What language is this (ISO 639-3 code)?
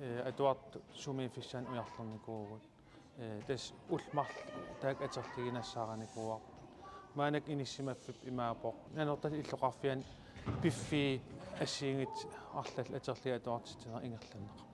kal